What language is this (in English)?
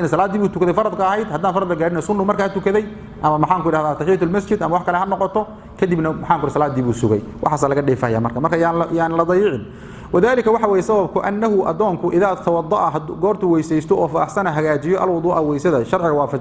Somali